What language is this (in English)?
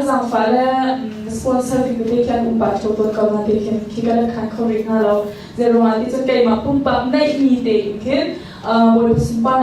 Hakha Chin